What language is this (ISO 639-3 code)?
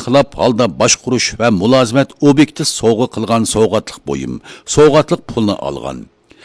uig